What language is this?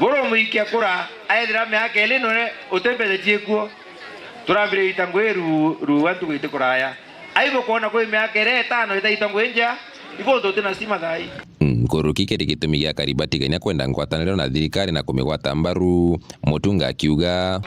Meru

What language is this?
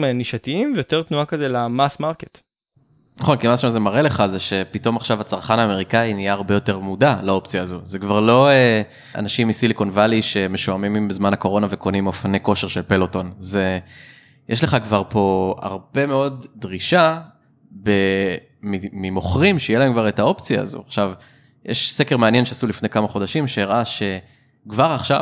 Hebrew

